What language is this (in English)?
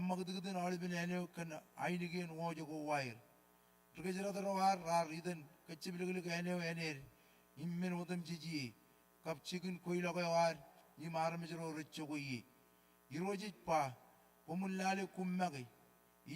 Marshallese